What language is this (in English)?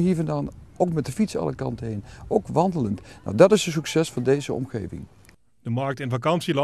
Dutch